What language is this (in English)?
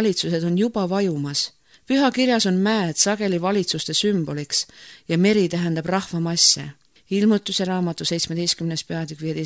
Estonian